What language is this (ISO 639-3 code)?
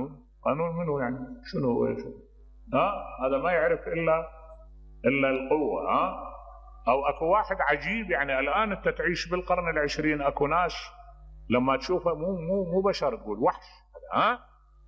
acm